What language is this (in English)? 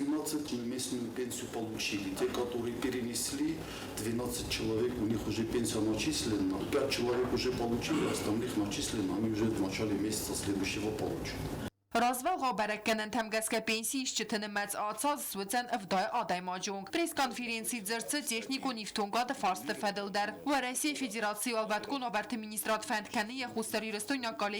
Ossetic